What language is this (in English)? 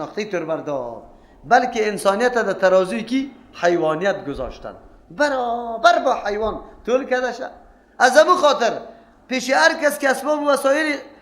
Persian